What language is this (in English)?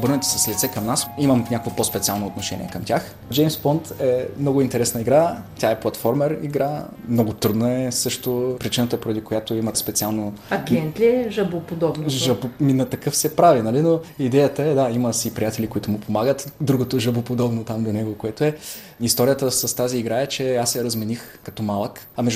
Bulgarian